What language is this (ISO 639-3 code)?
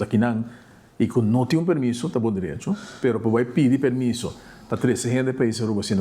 pap